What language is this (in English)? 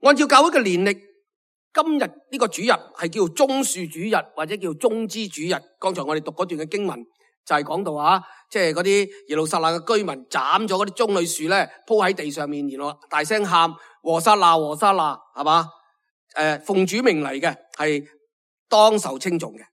Cantonese